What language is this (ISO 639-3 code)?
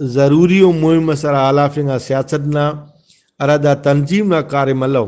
brh